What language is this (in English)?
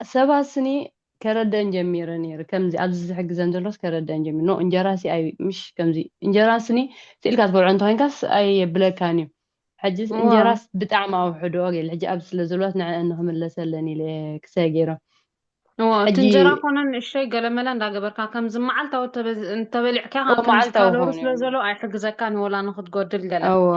Tigrinya